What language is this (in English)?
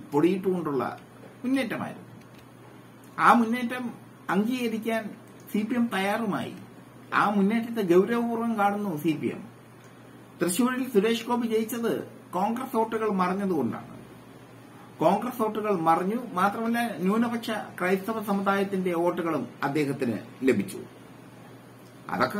Malayalam